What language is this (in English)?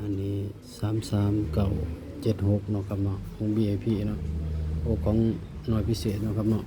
Northeastern Thai